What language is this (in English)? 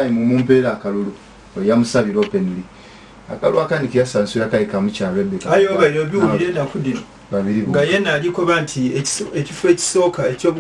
Ganda